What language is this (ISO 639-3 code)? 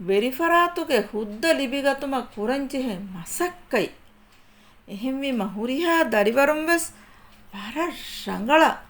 div